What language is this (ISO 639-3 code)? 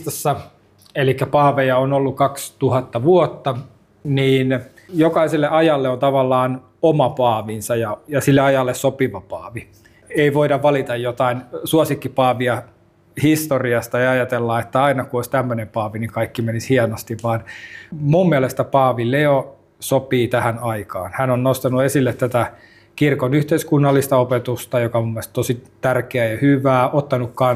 fin